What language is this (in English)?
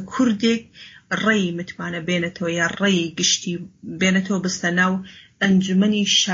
Central Kurdish